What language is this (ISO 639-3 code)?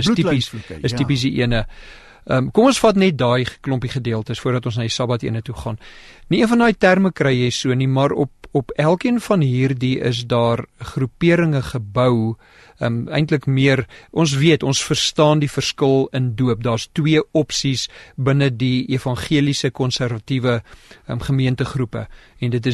afr